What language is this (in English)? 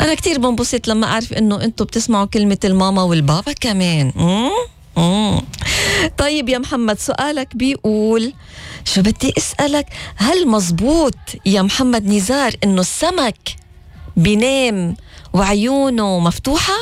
North Levantine Arabic